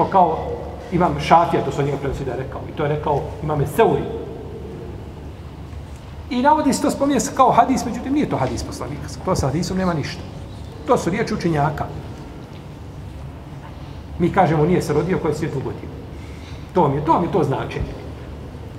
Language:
Bosnian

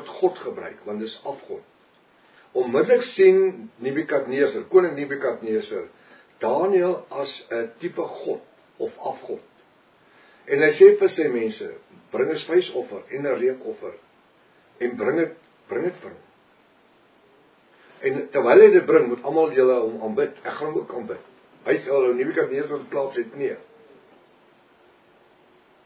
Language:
Afrikaans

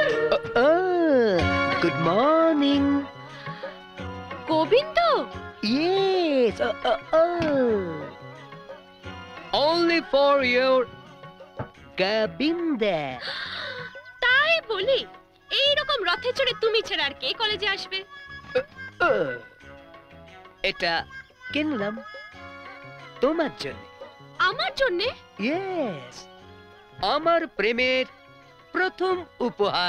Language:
Bangla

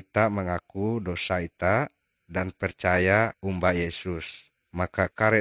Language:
Ngaju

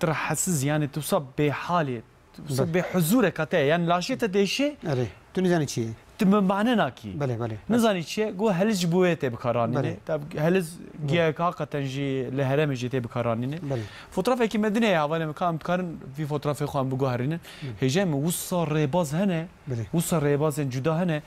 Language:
Kurdish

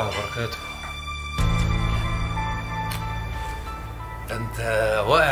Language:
Egyptian Arabic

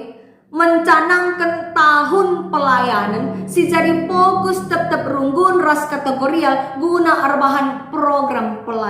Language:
Batak Karo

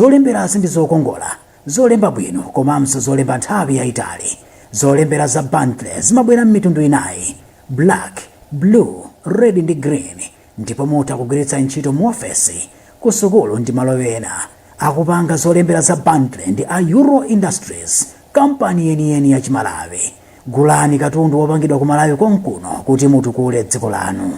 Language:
Nyanja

